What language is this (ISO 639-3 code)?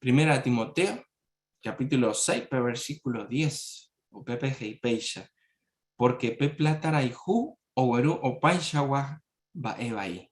grn